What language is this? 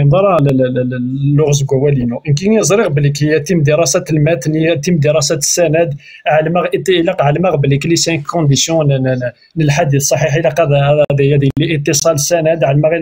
Kabyle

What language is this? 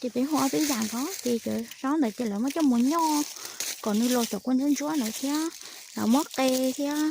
Hmong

